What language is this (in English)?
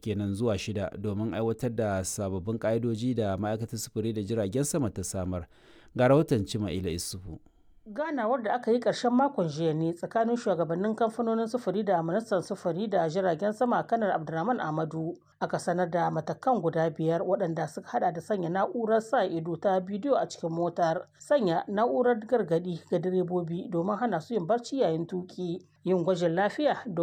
Hausa